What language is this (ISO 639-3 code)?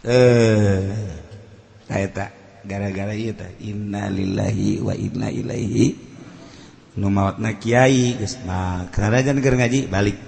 sun